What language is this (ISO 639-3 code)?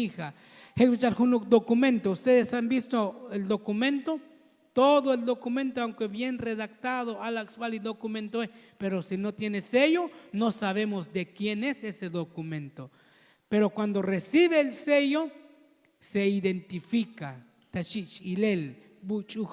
tzo